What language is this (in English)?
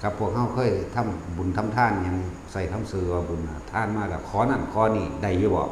Northeastern Thai